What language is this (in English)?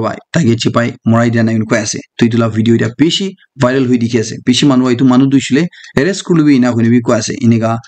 Naga Pidgin